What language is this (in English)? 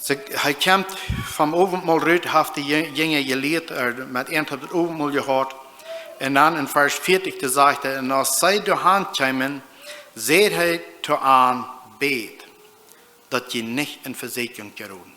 Plautdietsch